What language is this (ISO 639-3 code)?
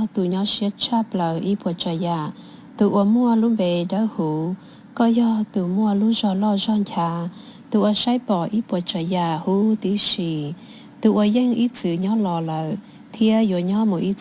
hmn